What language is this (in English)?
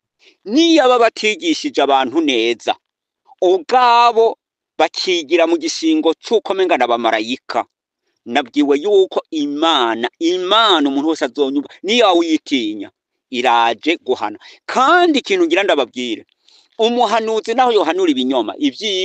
Rundi